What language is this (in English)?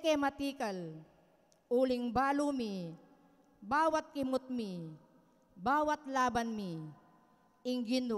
Pampanga